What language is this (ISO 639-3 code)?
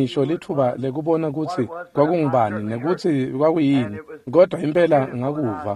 ssw